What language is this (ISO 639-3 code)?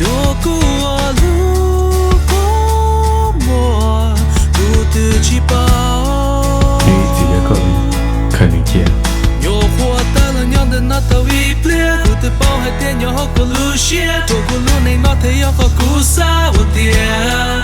hmn